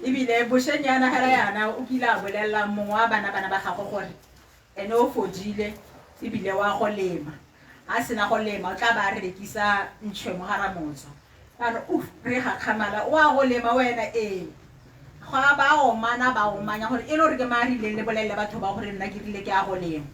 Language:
Tswana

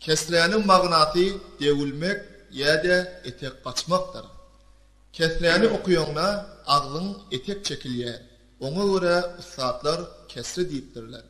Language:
Turkmen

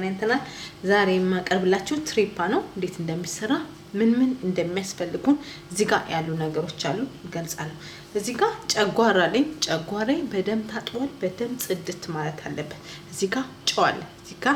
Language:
Amharic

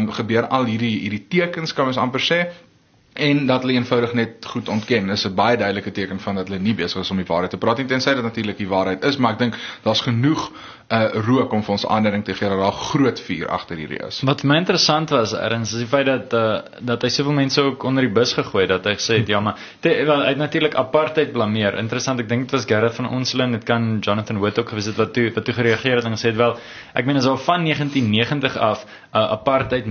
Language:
Afrikaans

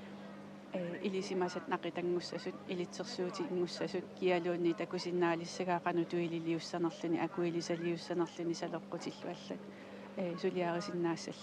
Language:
Kalaallisut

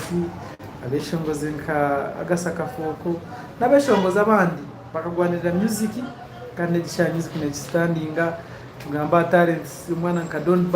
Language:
Nyankole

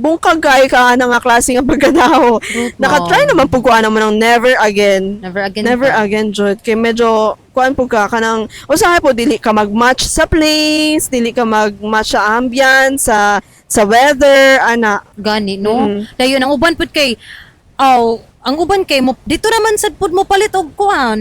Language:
Cebuano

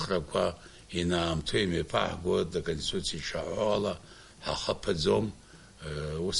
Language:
Abkhazian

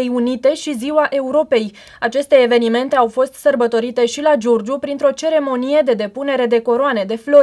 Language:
Romanian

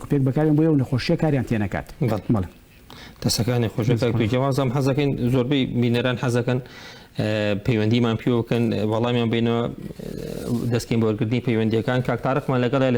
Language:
Central Kurdish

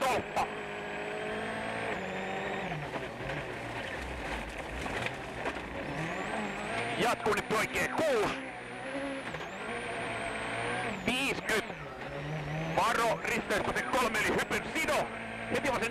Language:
Finnish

